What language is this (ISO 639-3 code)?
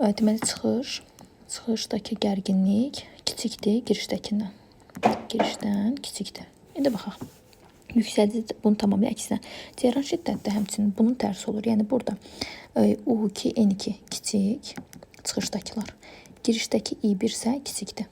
aze